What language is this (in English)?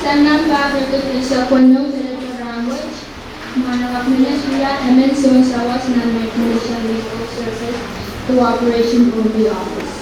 Pohnpeian